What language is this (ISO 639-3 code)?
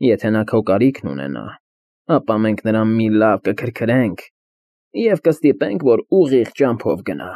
hye